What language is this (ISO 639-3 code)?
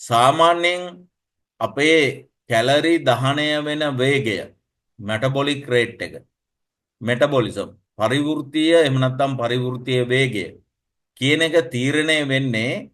sin